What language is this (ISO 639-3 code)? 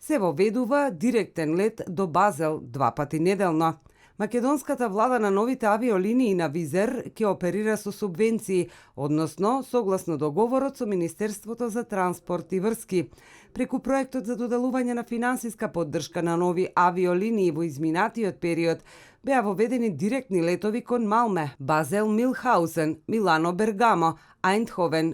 mkd